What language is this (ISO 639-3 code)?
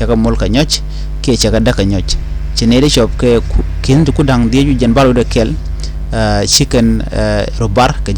nus